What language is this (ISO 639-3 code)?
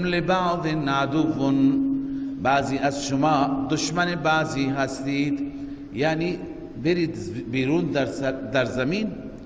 fas